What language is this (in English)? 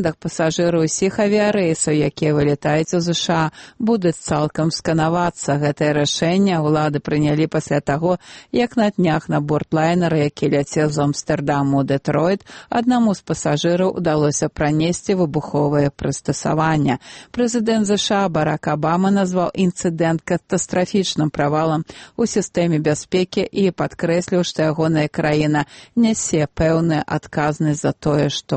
Belarusian